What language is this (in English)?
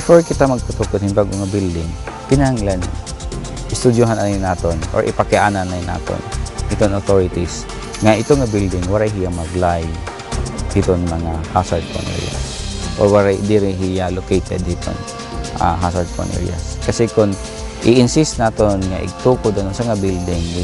Waray